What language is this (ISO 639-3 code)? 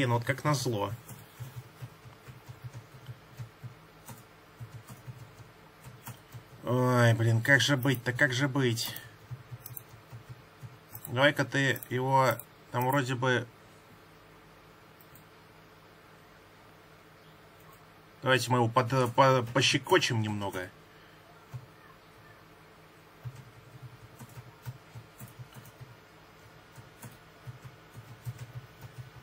rus